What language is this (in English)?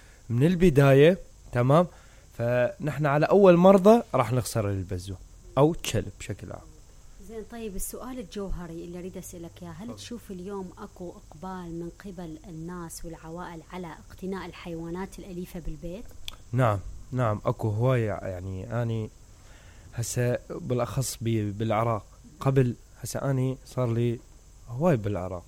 Mesopotamian Arabic